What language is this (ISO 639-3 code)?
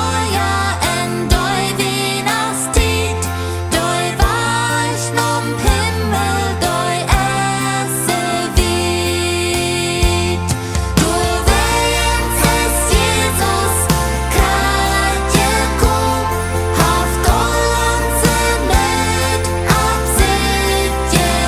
pdt